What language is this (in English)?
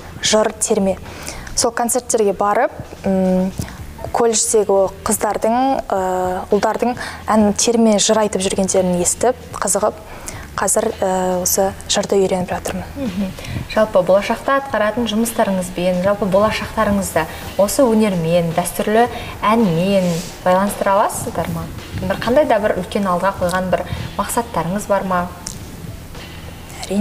Kazakh